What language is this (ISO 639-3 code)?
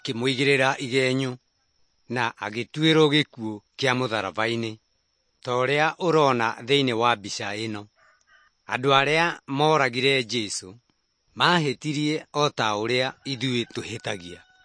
kik